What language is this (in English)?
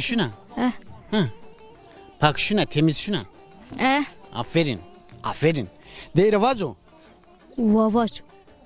Zaza